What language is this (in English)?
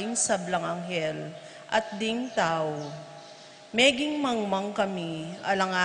Pampanga